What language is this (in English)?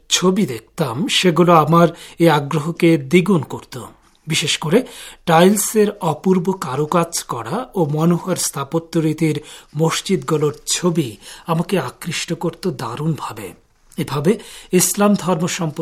Bangla